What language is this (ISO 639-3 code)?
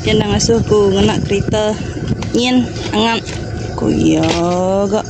iba